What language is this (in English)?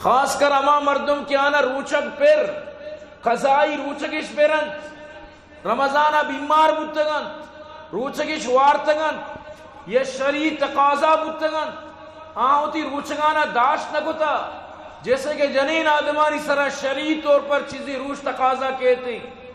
Eastern Balochi